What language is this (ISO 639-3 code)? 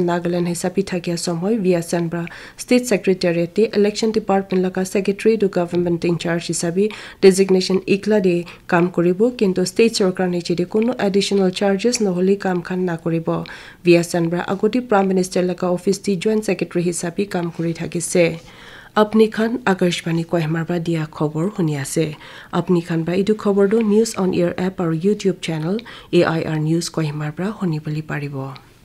nag